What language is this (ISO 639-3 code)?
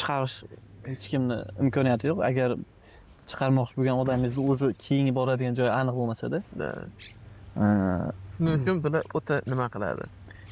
uzb